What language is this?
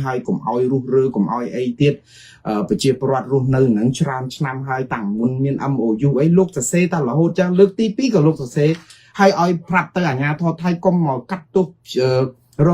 Khmer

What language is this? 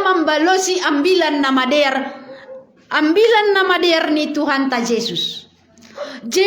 Batak Simalungun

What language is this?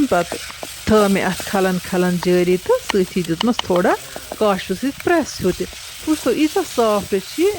Kashmiri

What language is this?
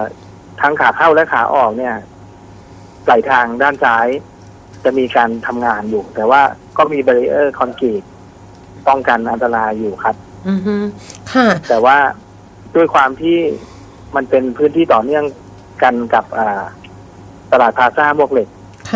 Thai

